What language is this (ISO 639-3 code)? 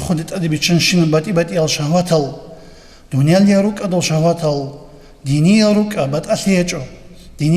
ava